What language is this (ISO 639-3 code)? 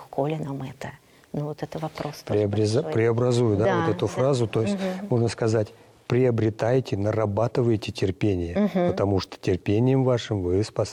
rus